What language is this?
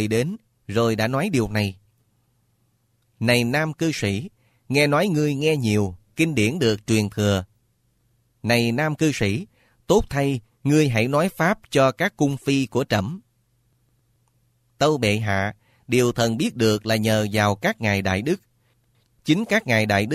Vietnamese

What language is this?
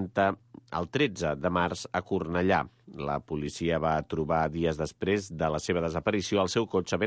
Catalan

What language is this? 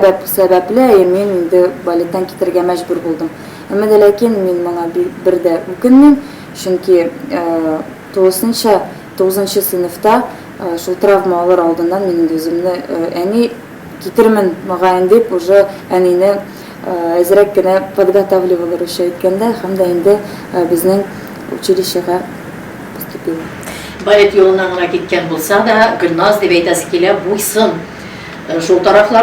Tatar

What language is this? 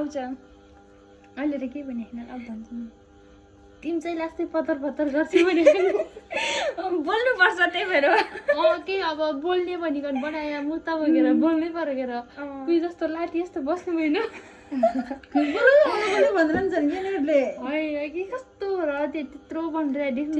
Nepali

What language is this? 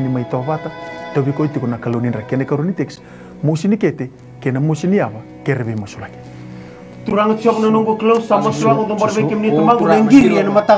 Fijian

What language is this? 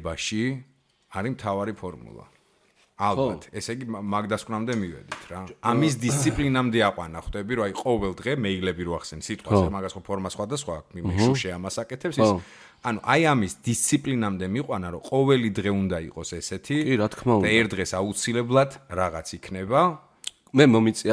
Georgian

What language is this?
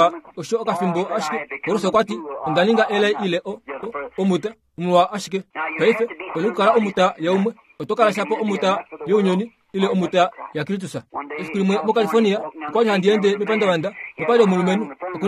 Kuanyama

